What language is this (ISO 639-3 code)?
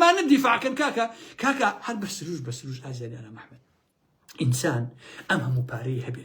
ckb